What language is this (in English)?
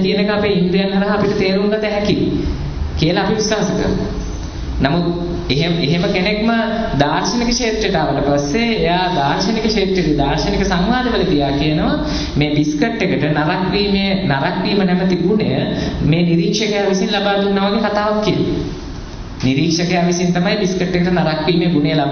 Sinhala